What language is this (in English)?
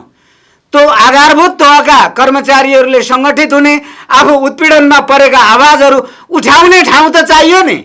Nepali